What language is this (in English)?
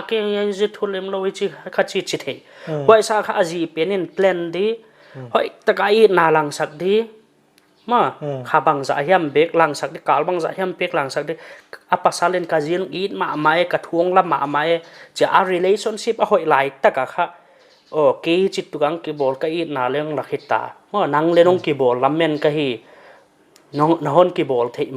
Paite Chin